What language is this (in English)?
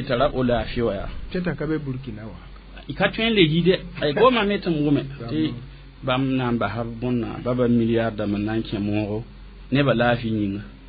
Mossi